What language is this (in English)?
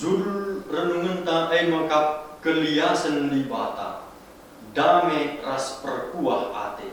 Batak Karo